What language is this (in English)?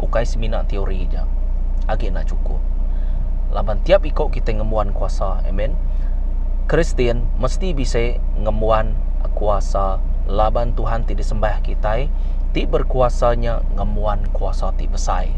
Iban